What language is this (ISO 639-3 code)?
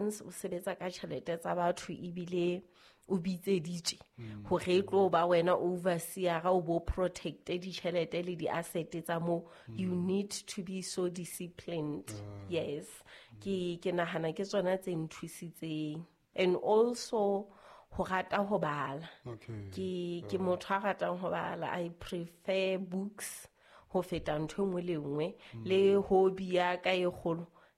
sot